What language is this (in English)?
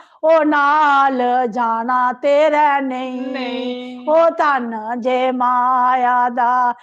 Dogri